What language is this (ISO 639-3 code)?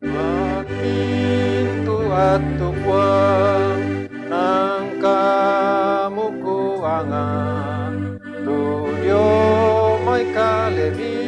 sda